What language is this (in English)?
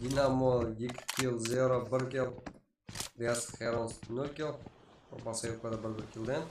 Kara-Kalpak